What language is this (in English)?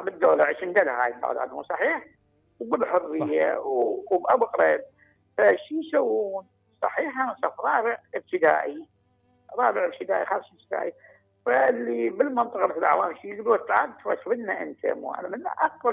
Mesopotamian Arabic